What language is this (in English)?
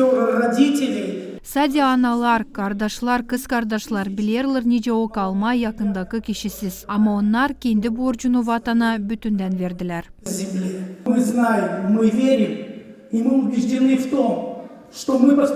Gagauz